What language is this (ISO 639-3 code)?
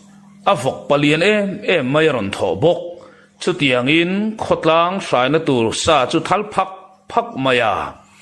lus